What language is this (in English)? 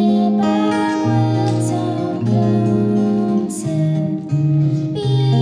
Polish